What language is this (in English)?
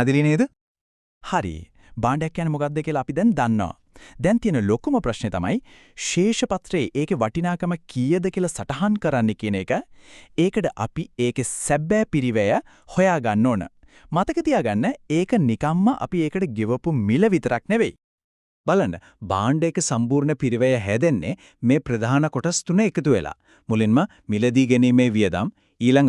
Sinhala